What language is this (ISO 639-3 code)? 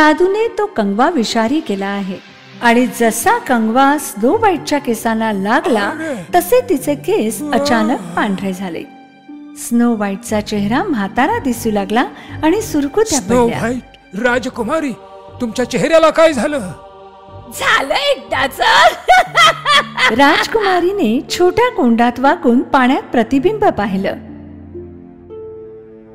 mar